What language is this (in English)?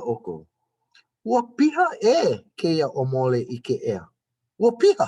Hawaiian